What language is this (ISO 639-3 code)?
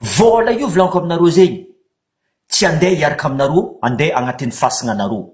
mlg